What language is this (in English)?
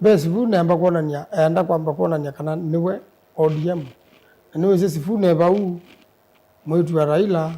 Kamba